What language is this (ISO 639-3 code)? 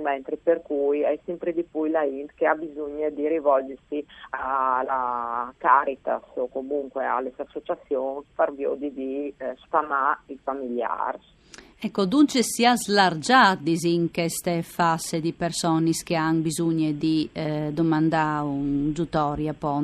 fur